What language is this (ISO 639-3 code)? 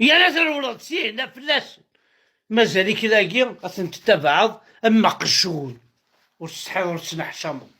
kab